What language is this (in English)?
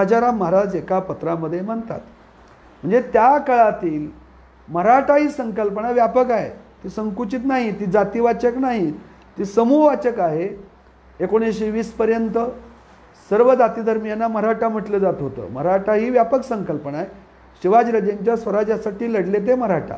Marathi